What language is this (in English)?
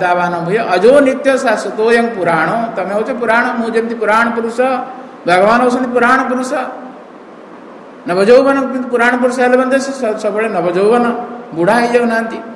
Odia